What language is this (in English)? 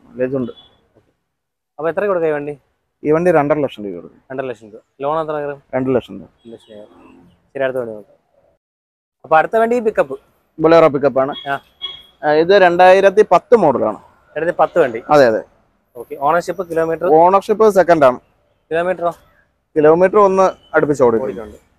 Malayalam